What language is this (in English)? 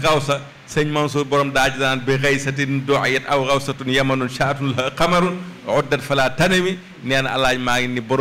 Wolof